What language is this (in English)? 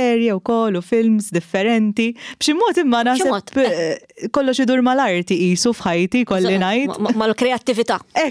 Maltese